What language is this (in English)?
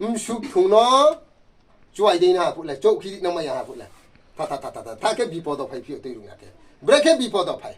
Riang (India)